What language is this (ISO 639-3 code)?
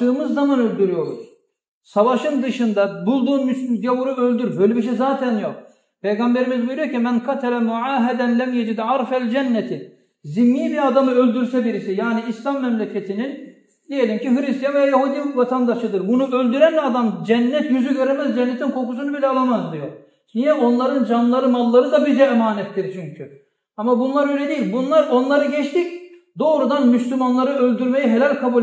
kum